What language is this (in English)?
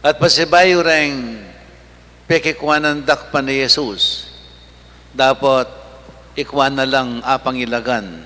Pampanga